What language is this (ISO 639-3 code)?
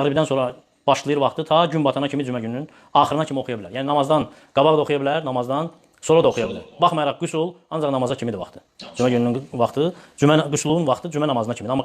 aze